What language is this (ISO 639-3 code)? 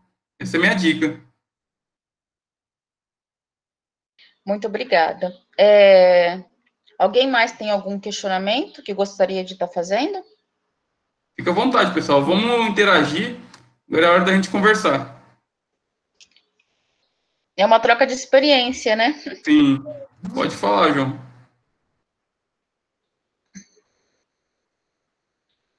por